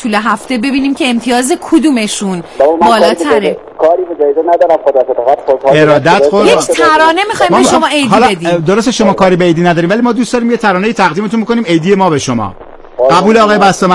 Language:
Persian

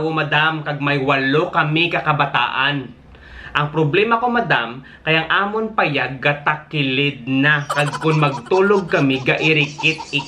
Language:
Hiligaynon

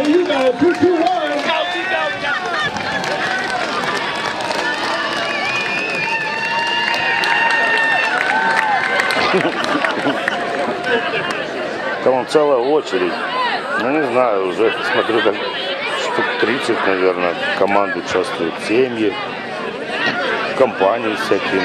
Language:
Russian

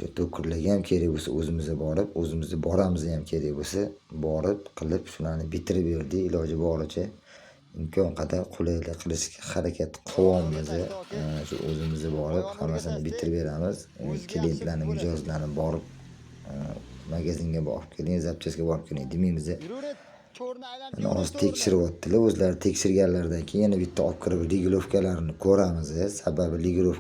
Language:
Uzbek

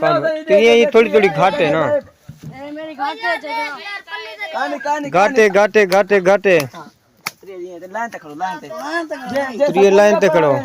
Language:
Saraiki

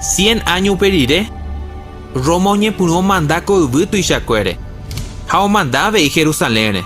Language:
Guarani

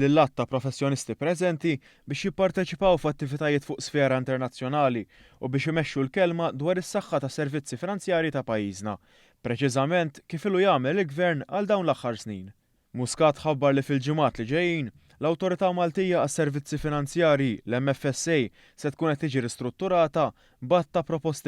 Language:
Maltese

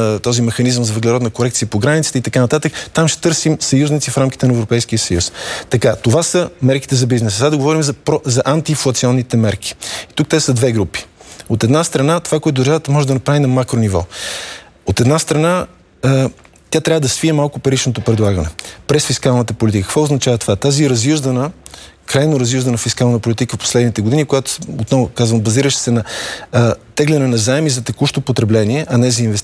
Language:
Bulgarian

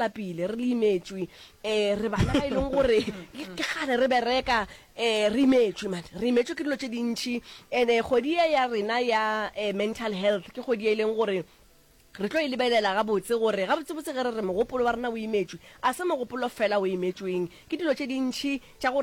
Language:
Northern Sotho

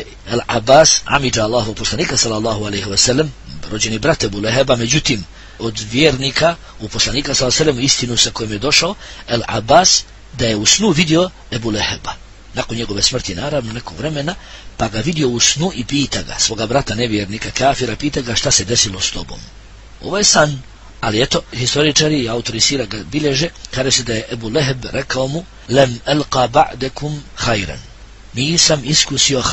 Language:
Bosnian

